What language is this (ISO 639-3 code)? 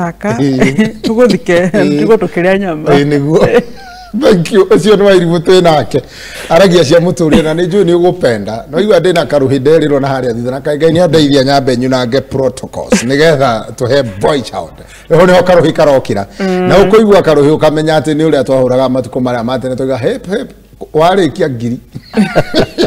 kik